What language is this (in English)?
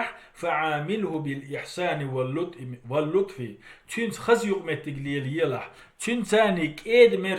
Chechen